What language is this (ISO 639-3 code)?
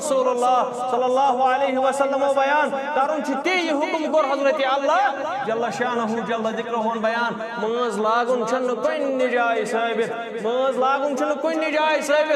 kas